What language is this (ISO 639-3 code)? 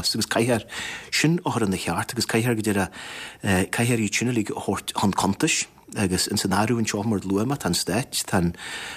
gle